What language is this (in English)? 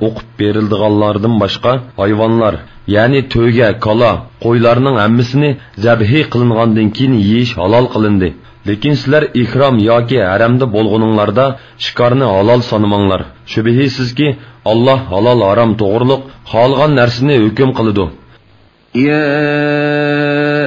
Uyghur